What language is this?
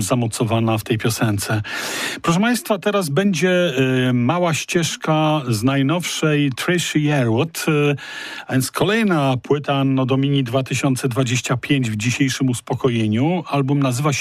Polish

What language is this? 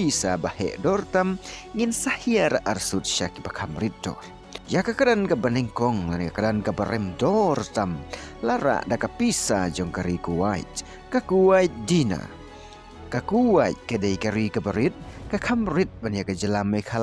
Khasi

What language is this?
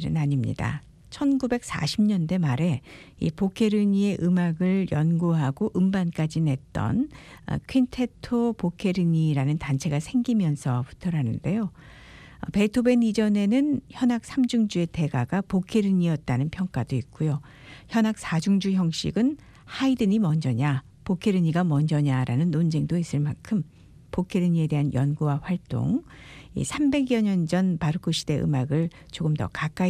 Korean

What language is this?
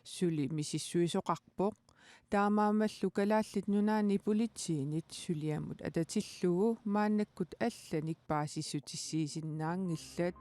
Kalaallisut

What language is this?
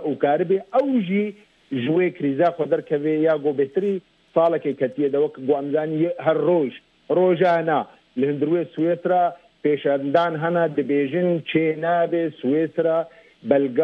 Kurdish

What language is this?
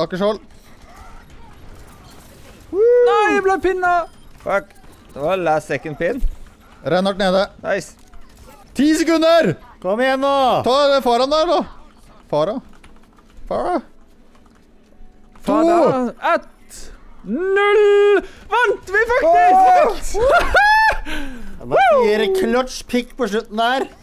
Norwegian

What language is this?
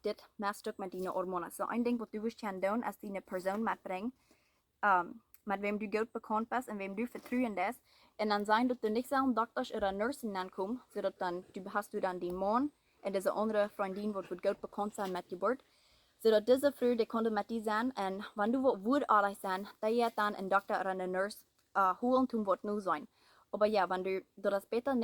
Plautdietsch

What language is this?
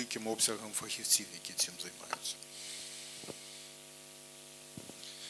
Ukrainian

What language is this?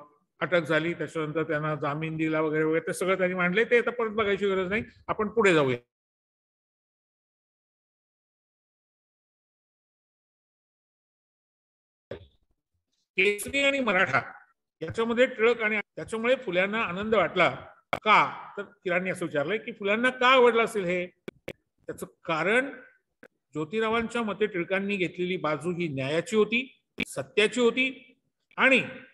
Marathi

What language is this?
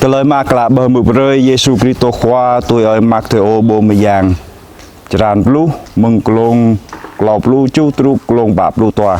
Jarai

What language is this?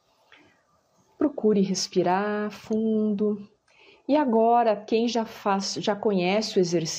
Portuguese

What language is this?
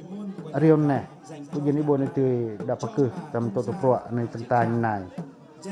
Pacoh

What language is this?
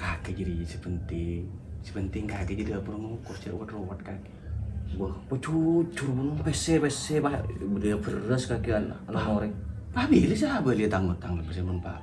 Madurese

